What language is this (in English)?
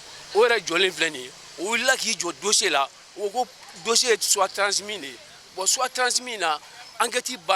Bambara